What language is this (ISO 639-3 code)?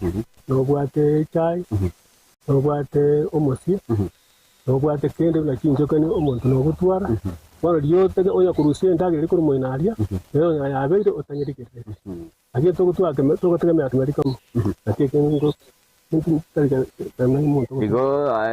guz